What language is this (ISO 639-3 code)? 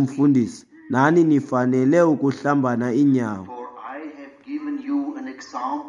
xho